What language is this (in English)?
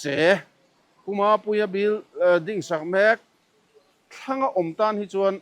Mizo